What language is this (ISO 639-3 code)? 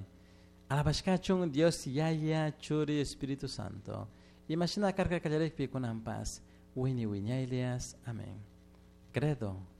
qug